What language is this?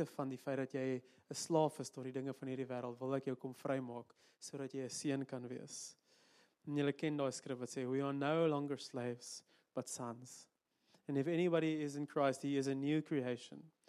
Afrikaans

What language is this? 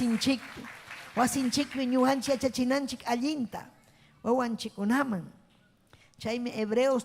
Ayacucho Quechua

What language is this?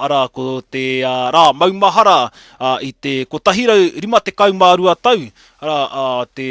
Māori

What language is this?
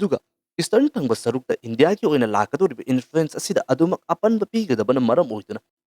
Manipuri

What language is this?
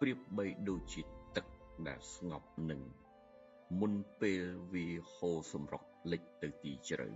Khmer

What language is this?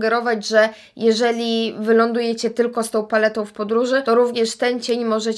Polish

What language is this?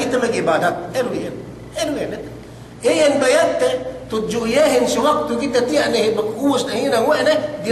Yakan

